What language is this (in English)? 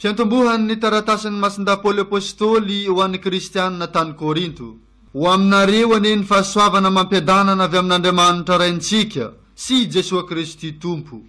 Malagasy